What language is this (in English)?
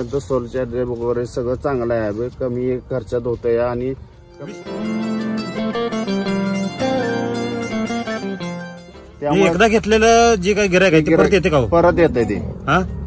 Marathi